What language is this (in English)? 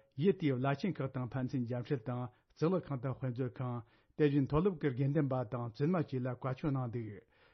Tibetan